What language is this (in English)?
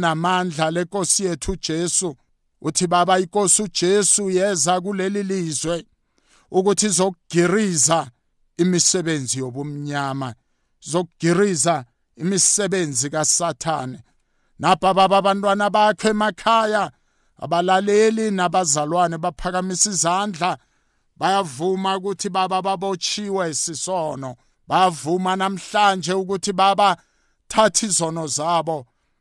South Ndebele